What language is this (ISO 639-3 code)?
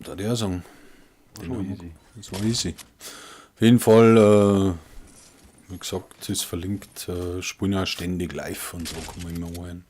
bar